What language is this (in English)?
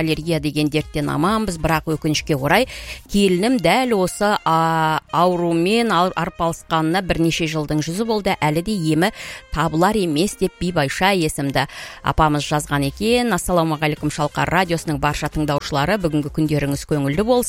Kazakh